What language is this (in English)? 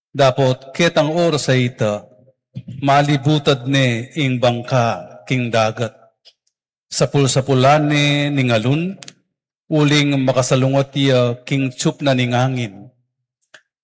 Pampanga